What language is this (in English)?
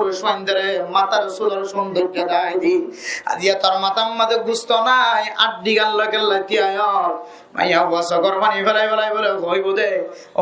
Rohingya